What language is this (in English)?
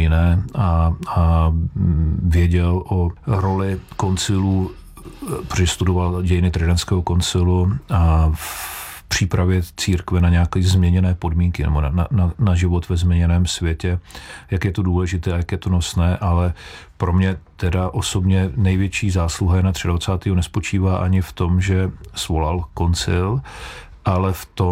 Czech